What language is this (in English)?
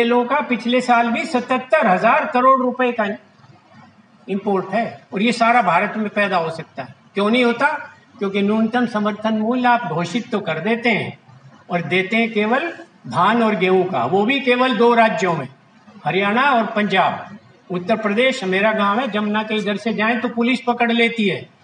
Hindi